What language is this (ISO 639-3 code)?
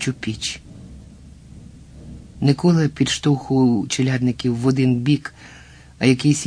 ukr